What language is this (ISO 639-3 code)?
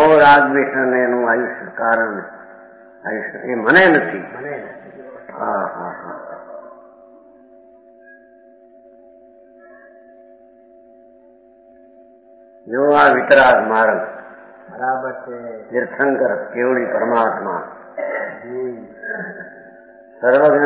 guj